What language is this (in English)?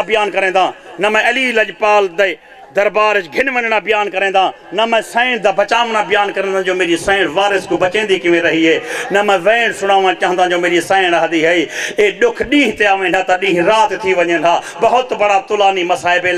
Saraiki